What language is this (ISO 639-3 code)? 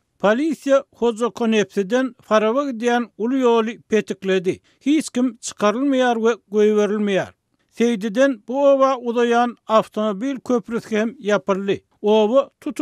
tuk